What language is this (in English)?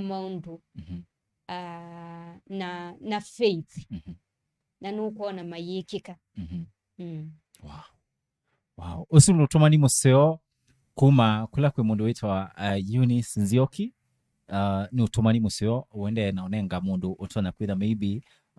Kamba